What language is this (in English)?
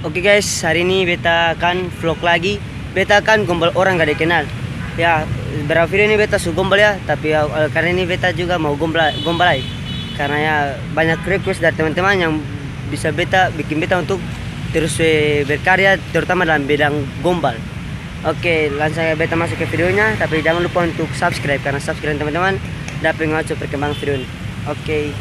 Ambonese Malay